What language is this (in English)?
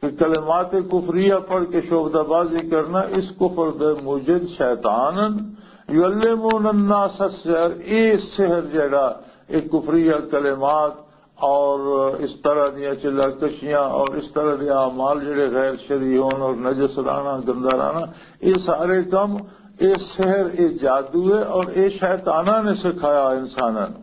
Western Panjabi